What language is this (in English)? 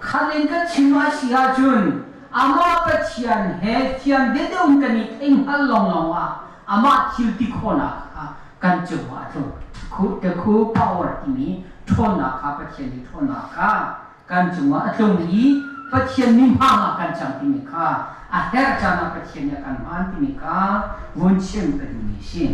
Hakha Chin